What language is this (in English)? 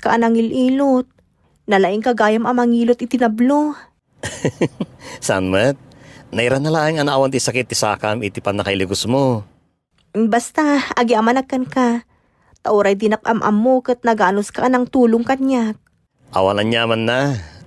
Iloko